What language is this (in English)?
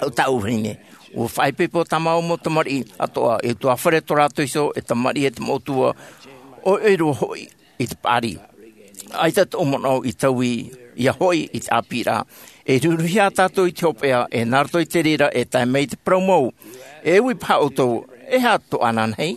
Tahitian